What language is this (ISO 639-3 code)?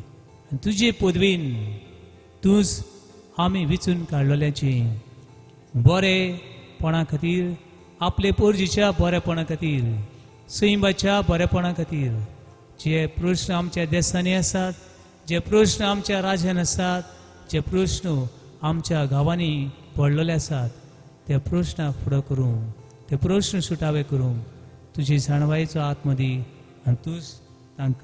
kok